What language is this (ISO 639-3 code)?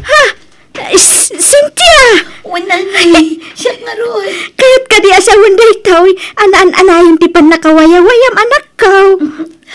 ilo